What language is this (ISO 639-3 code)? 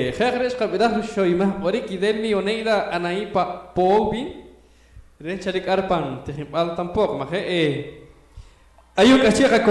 poh